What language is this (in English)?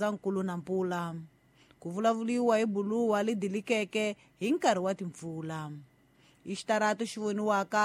Tsonga